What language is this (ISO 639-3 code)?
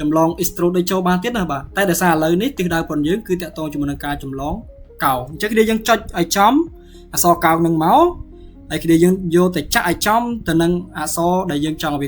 khm